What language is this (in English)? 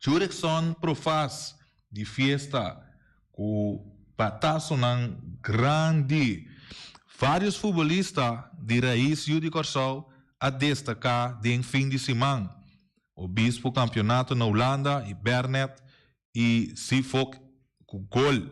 Papiamento